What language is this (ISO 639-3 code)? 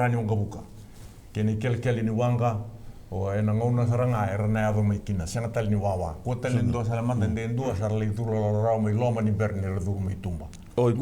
fij